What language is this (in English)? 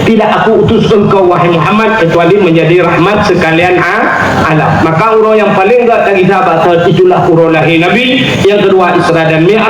Achinese